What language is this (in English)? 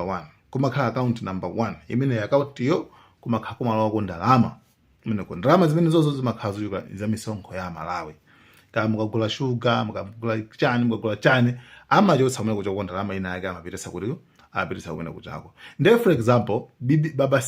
Nyanja